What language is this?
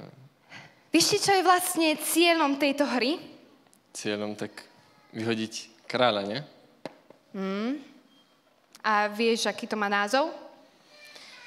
Slovak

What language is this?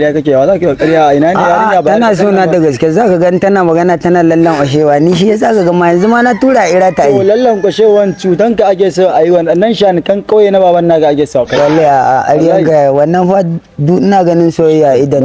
Hausa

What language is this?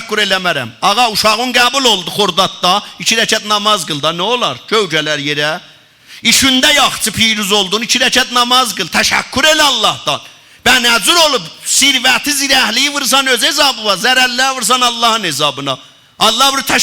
South Azerbaijani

